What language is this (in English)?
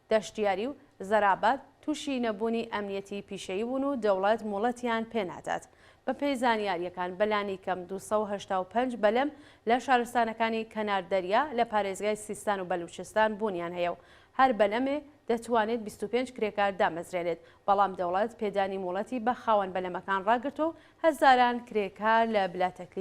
Central Kurdish